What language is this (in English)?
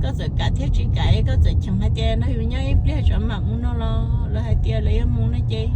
Hmong